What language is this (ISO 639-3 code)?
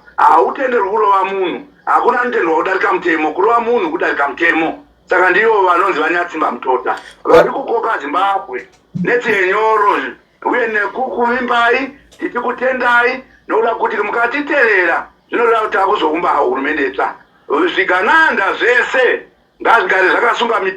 sna